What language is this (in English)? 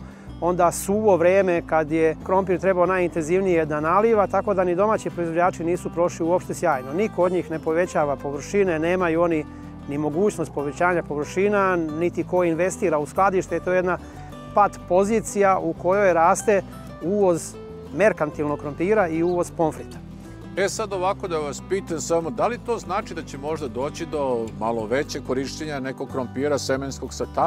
Serbian